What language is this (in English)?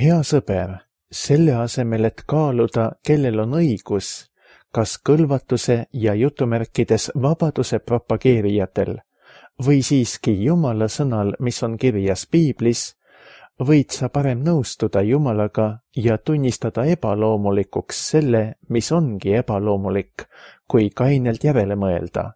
Estonian